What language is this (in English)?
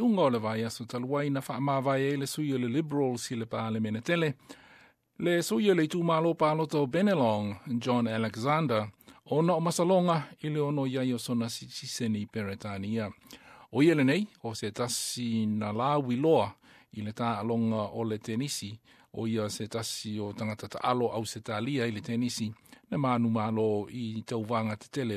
Samoan